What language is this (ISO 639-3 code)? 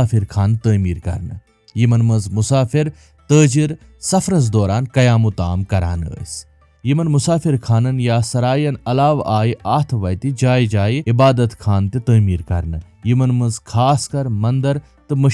kas